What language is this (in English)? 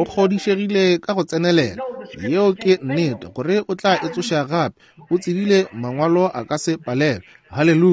Northern Sotho